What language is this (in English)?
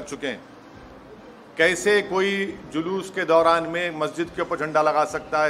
Hindi